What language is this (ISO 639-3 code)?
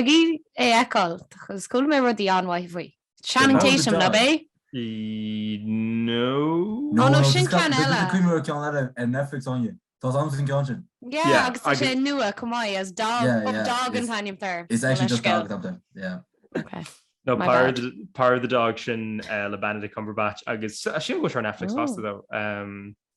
gle